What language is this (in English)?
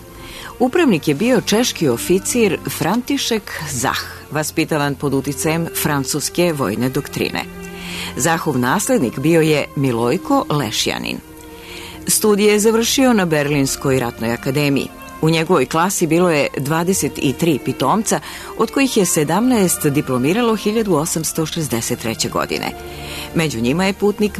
Serbian